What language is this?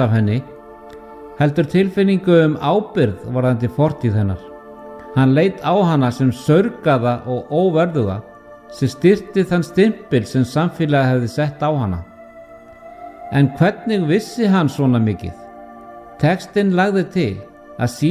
Icelandic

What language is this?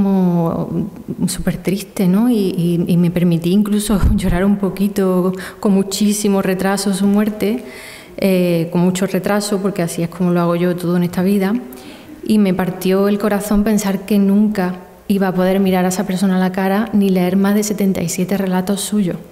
Spanish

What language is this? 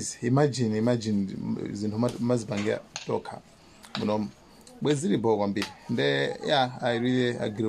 Nyanja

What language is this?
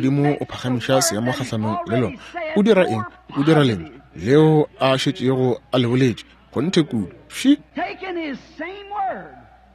Northern Sotho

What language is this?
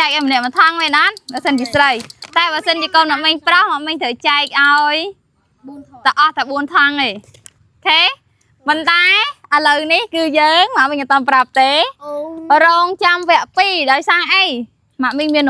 Khmer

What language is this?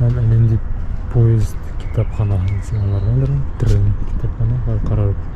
Bashkir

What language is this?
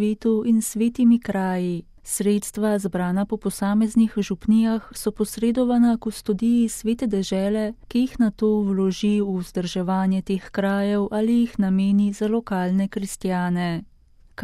Slovenian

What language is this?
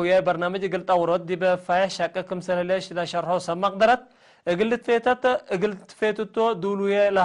Tigre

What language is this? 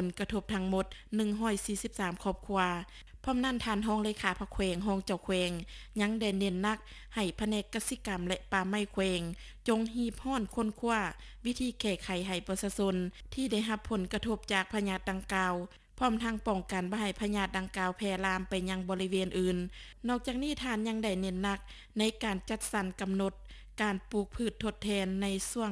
Lao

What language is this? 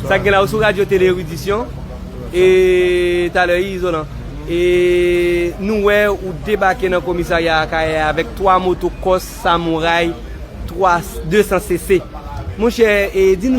Haitian Creole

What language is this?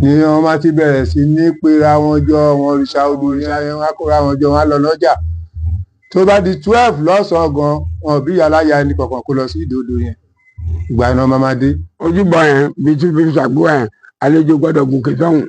Yoruba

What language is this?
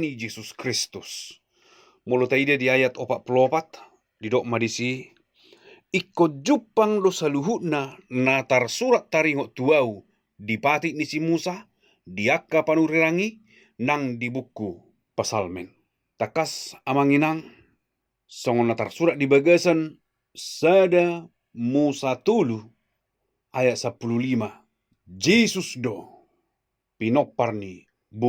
Batak Toba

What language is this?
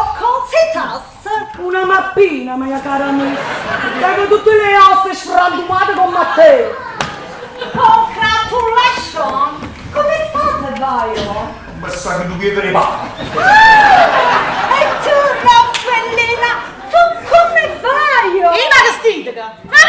Neapolitan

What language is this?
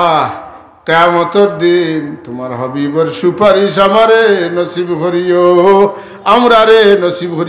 Sylheti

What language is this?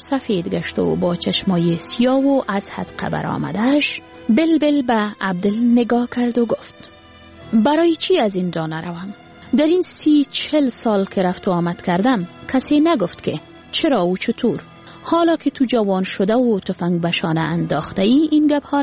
Persian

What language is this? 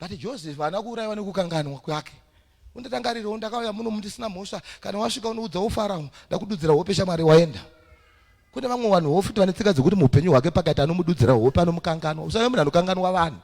Shona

